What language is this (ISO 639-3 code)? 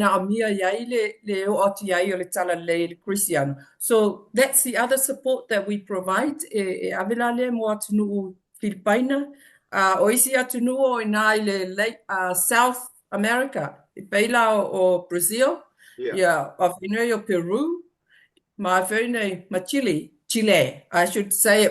smo